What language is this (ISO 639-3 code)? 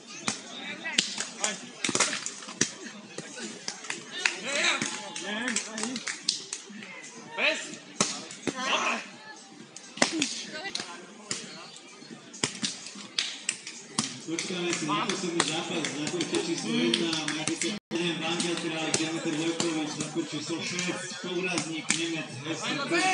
slk